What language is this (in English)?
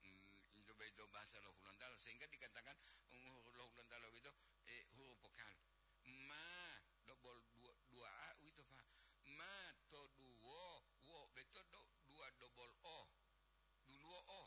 Gorontalo